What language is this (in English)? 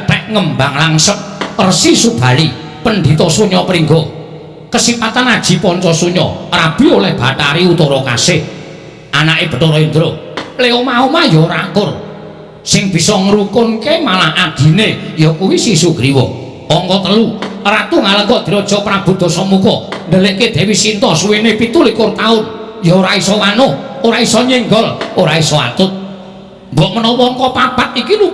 Javanese